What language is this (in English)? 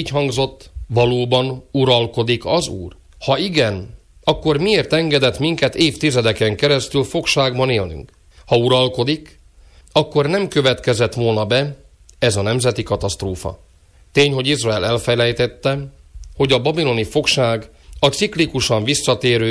Hungarian